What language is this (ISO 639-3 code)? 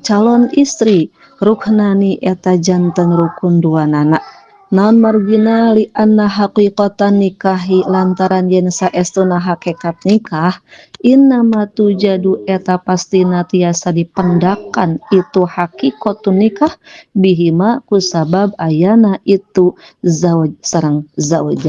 sun